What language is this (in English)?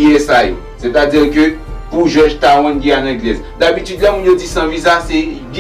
Haitian Creole